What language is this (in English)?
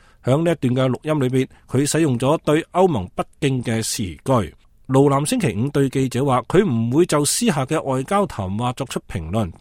Cantonese